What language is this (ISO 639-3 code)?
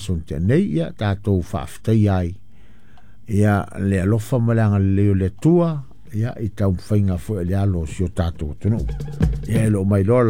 smo